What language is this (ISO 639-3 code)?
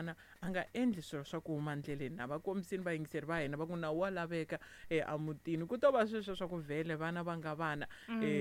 tso